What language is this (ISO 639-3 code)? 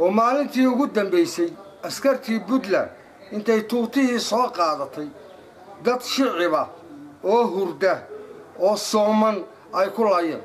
som